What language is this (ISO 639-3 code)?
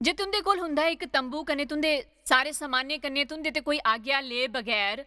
doi